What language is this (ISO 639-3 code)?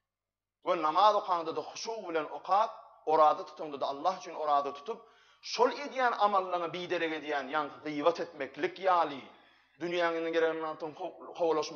tuk